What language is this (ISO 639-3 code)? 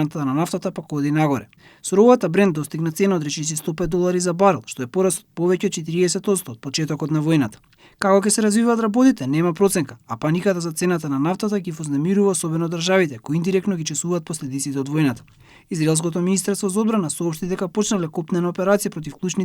mkd